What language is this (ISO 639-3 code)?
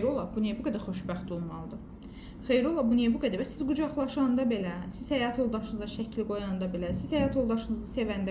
aze